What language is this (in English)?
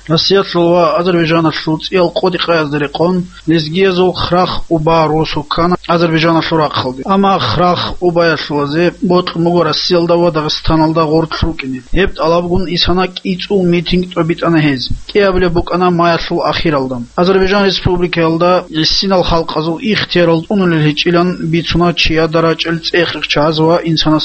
Avaric